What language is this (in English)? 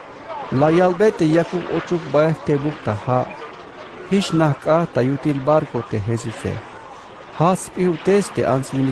Tzeltal